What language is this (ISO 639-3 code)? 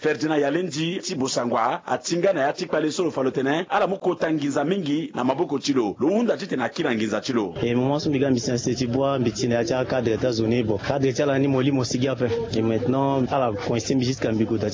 sag